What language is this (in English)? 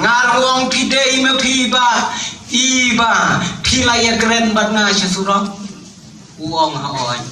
Khasi